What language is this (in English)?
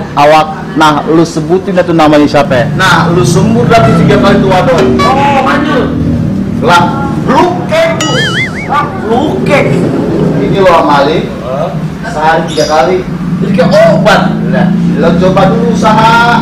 Betawi